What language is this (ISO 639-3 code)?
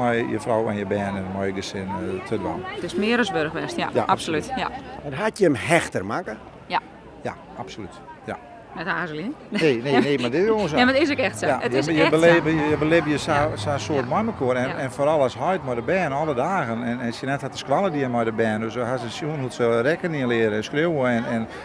fry